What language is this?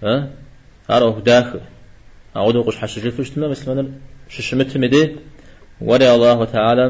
Kabardian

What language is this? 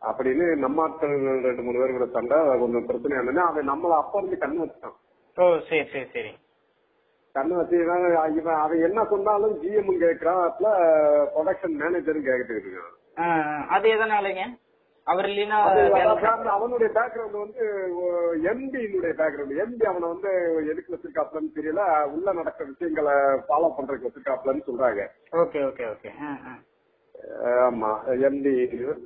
Tamil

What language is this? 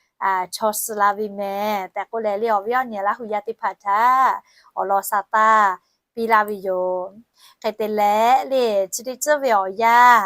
Lahu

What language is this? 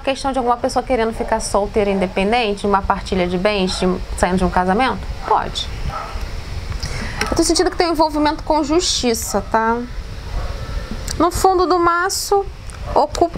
Portuguese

